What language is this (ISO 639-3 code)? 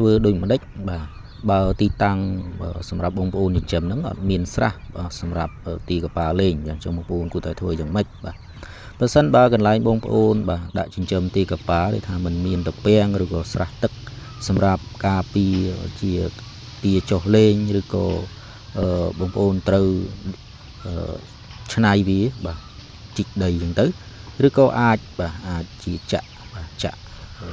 khm